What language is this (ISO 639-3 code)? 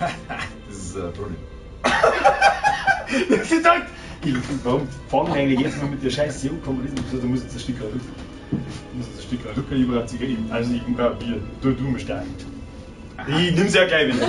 bar